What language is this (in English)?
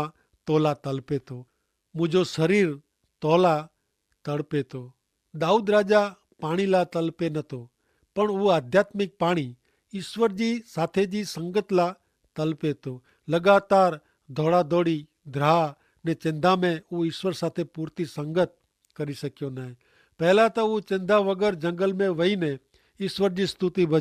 Kachhi